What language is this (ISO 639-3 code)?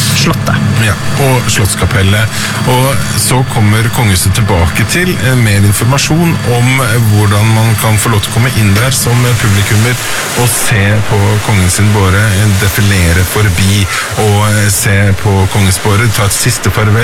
nor